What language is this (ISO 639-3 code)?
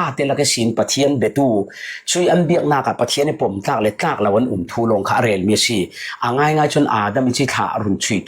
cfm